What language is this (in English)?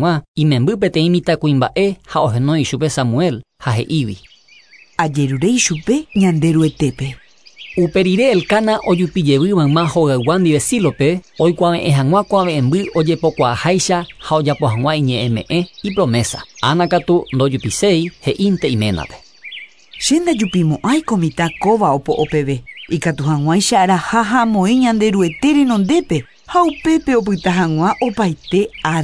Guarani